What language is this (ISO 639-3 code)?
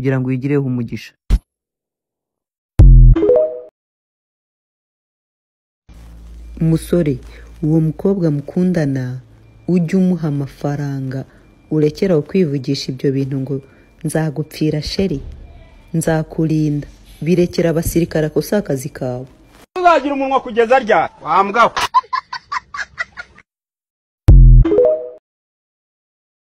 kin